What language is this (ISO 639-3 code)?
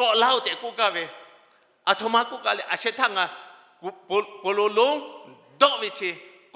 lhu